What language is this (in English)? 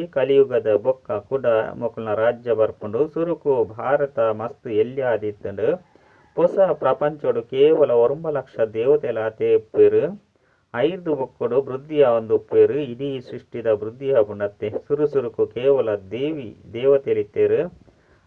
Tulu